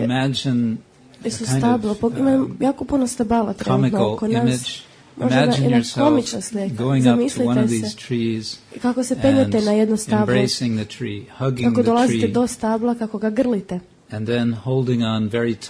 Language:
Croatian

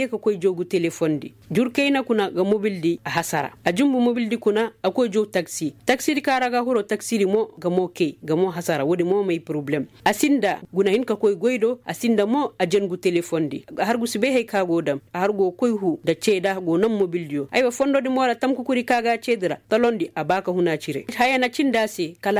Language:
Koyraboro Senni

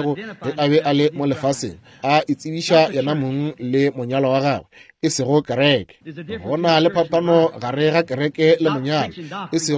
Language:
Northern Sotho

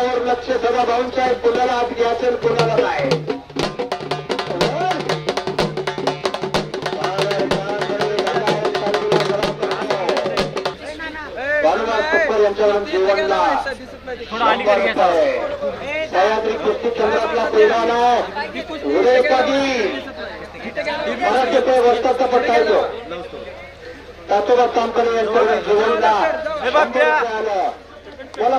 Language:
Marathi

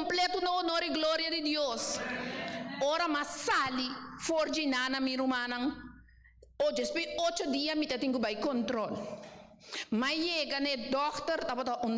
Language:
Papiamento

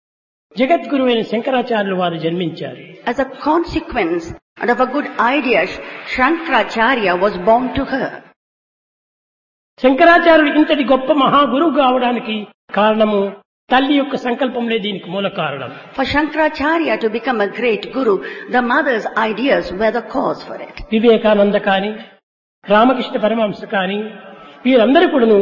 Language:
Telugu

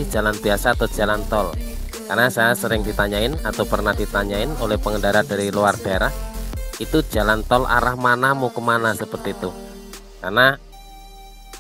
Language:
Indonesian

